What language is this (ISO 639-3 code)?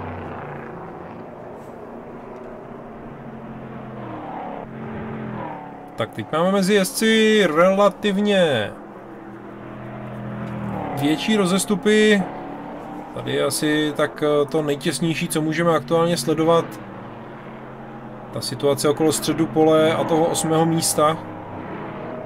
ces